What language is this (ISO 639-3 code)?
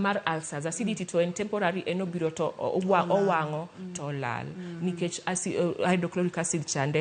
luo